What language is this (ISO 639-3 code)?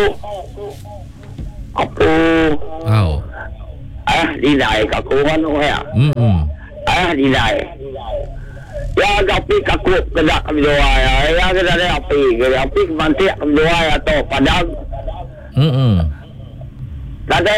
iba